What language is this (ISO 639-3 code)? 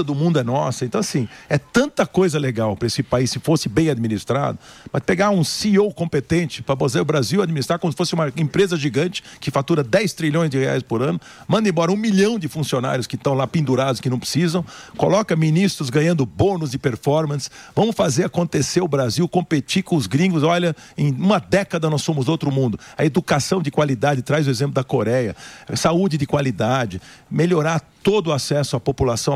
por